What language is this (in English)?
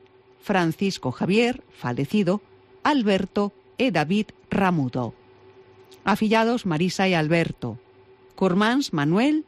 Galician